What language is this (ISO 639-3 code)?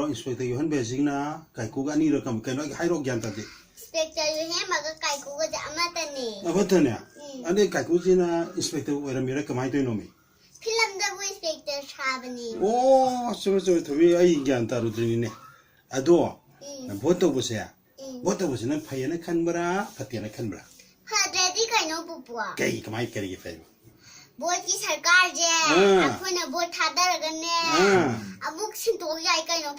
mni